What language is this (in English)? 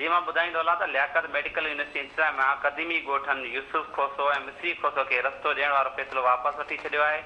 Sindhi